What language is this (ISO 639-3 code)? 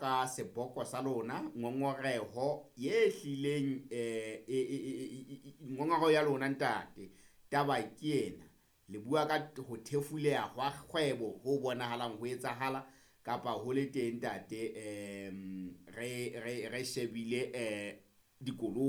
sot